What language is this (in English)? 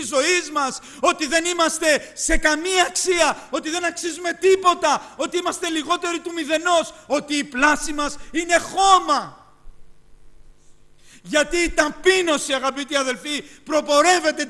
Greek